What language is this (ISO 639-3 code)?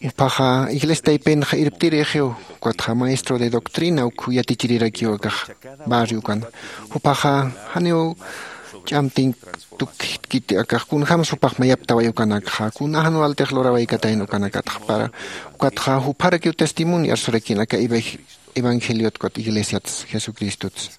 aym